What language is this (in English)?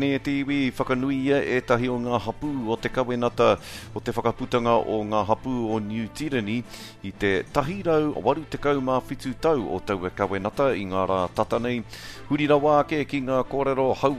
Māori